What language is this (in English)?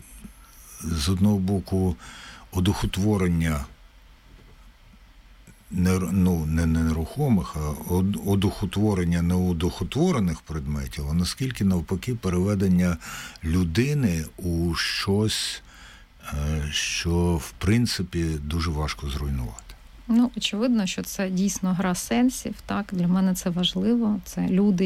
Ukrainian